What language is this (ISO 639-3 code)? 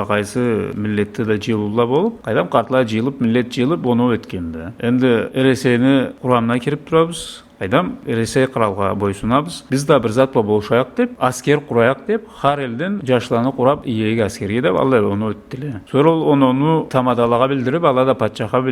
krc